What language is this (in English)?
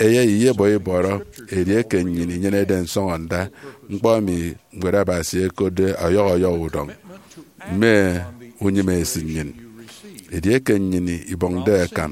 Efik